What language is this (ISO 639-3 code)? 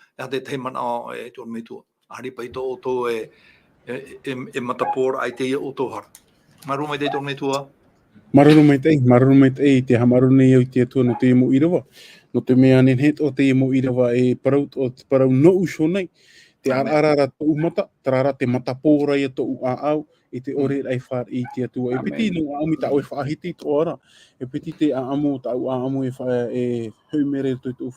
tah